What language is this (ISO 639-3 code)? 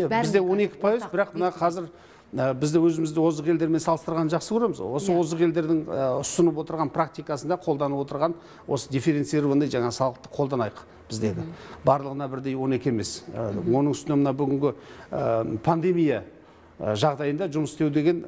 kaz